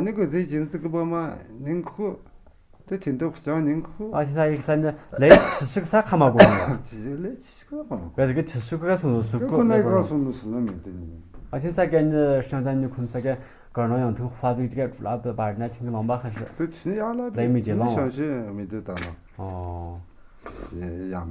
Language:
Tu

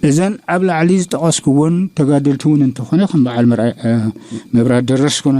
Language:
Tigrinya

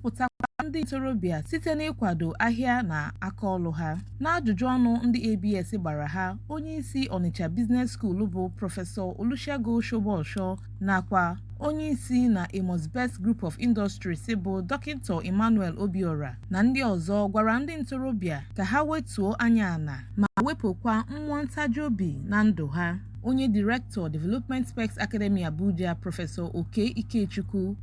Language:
Igbo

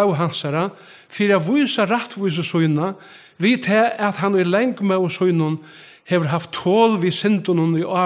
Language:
Faroese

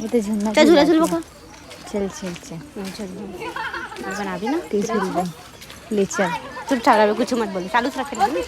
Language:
Chhattisgarhi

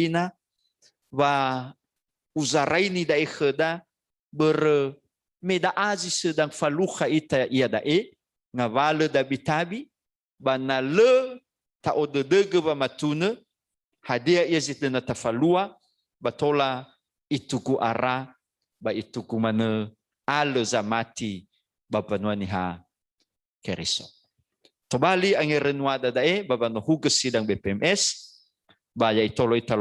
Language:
Nias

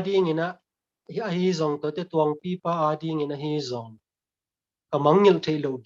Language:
Tedim Chin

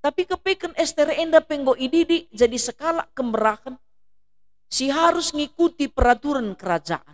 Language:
Batak Karo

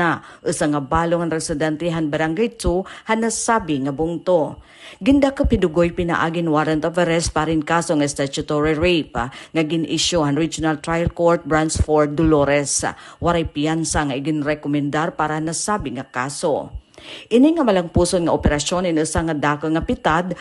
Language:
Waray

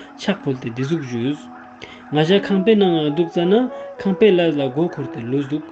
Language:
Ladakhi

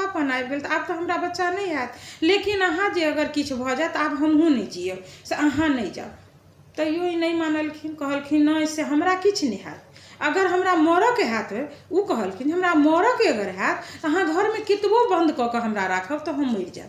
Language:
Maithili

